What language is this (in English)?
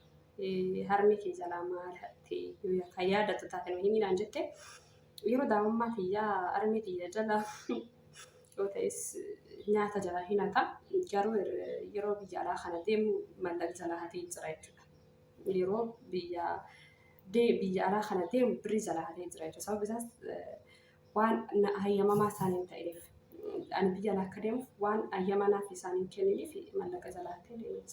Oromo